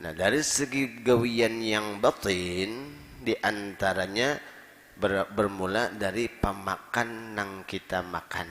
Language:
Banjar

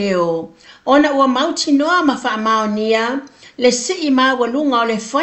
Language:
Samoan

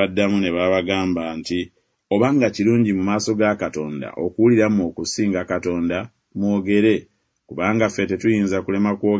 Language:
Ganda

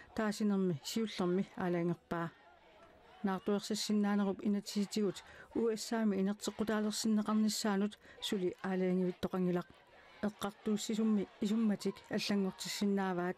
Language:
Kalaallisut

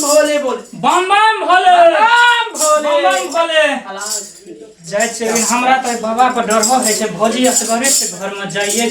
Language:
Maithili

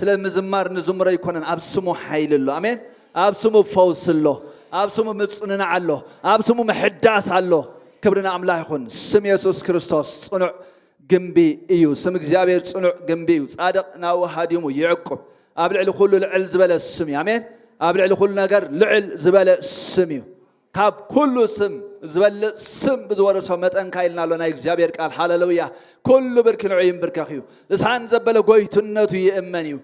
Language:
Tigrinya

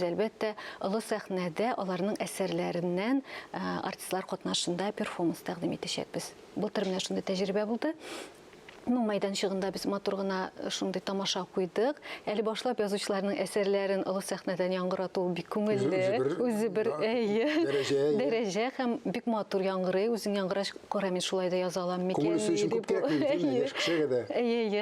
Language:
Tatar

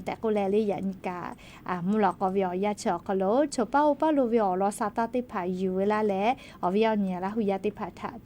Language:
Lahu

